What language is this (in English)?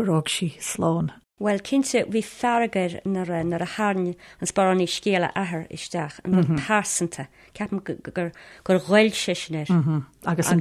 Irish